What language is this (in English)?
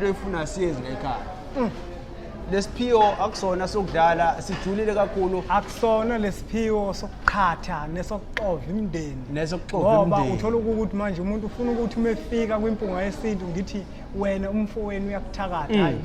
Zulu